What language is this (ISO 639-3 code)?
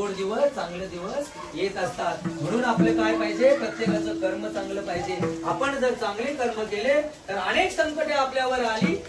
mar